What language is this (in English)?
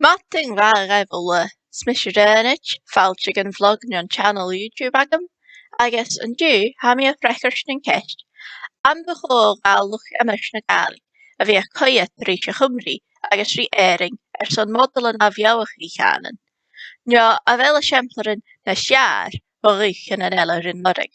Scottish Gaelic